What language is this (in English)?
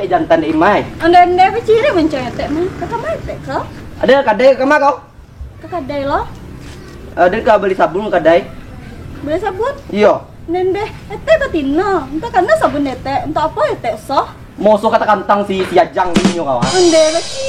Minangkabau